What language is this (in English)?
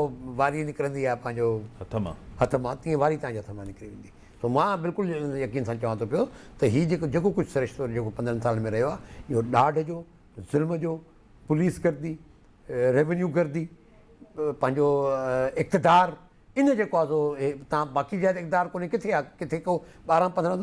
Sindhi